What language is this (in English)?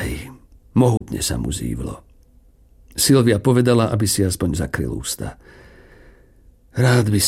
Slovak